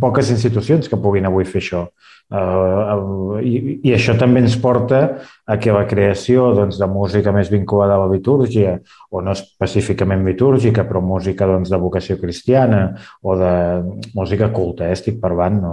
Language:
Catalan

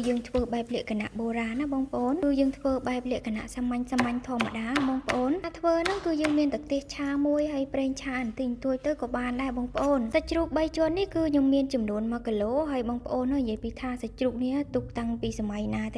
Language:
Khmer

